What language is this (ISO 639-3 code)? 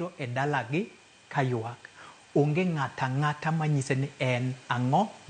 luo